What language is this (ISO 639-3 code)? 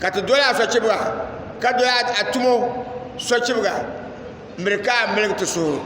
dag